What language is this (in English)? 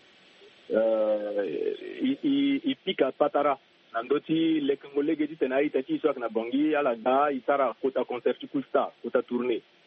Sango